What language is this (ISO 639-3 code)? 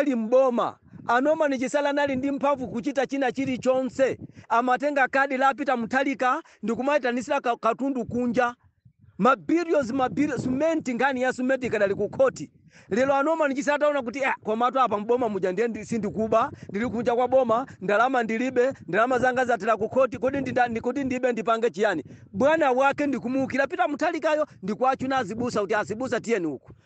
nya